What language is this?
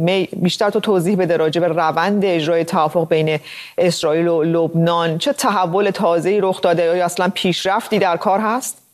Persian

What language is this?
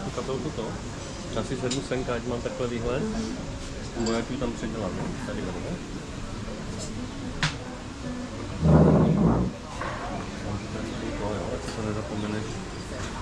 Czech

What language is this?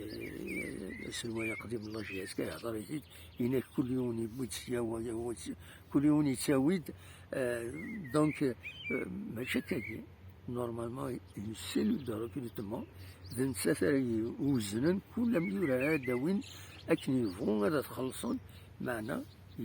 Kabyle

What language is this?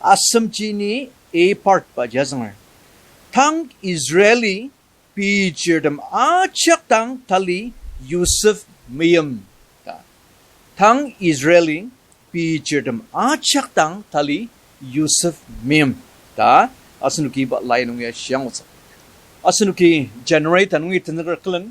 Ao Naga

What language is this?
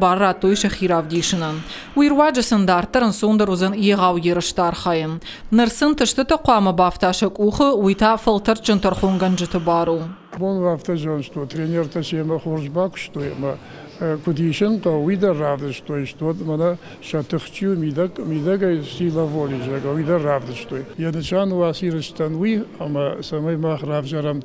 Ossetic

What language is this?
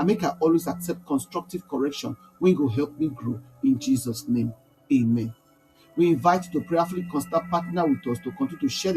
Nigerian Pidgin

